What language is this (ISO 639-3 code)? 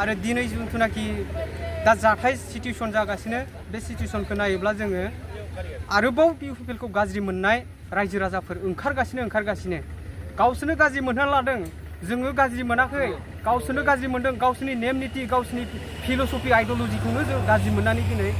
brx